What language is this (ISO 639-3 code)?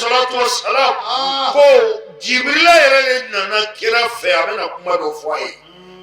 bam